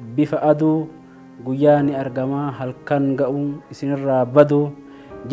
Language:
Oromo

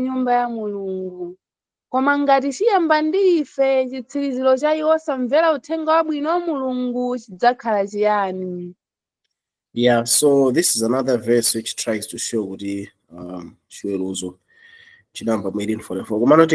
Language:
Nyanja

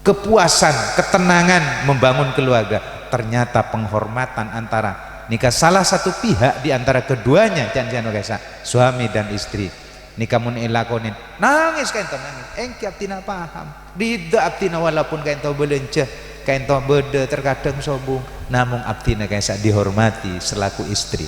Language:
Madurese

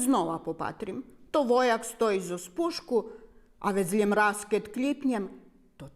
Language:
Rusyn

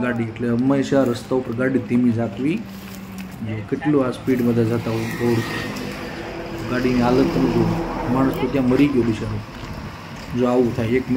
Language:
Gujarati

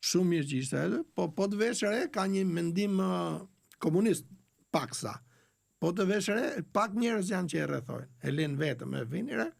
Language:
Albanian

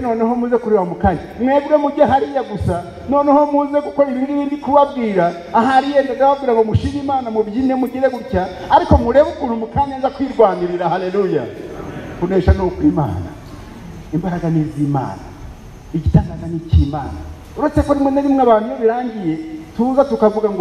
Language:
Kinyarwanda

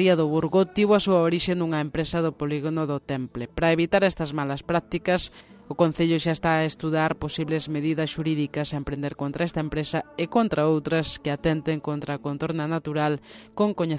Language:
Galician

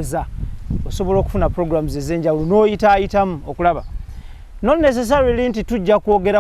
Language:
Ganda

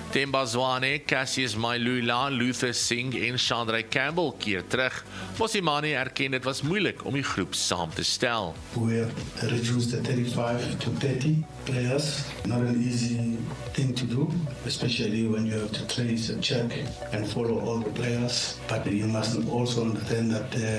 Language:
Afrikaans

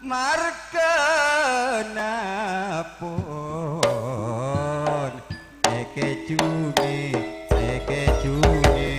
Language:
Madurese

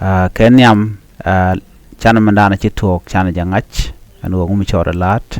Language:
Nuer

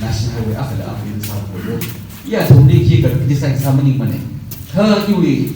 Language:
Tangkhul Naga (India)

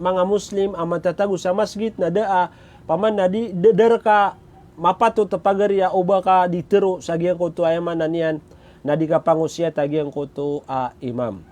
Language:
Maranao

